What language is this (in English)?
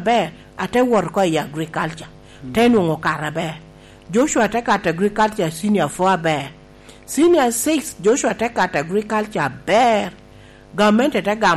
Lango (Uganda)